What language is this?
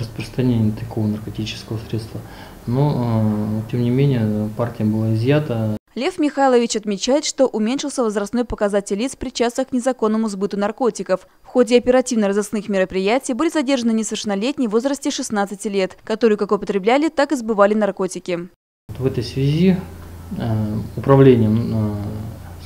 Russian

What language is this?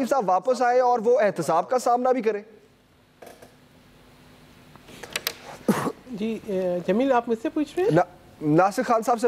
Urdu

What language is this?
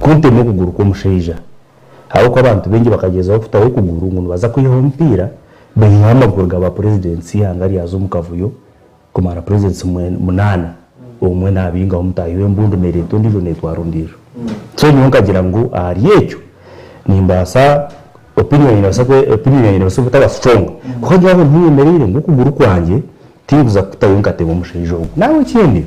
Nyankole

